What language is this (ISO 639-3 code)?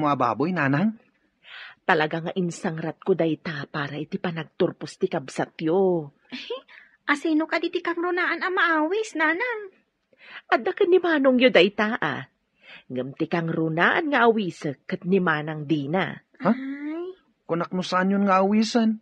ilo